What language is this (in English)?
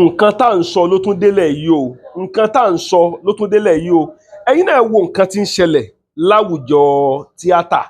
Yoruba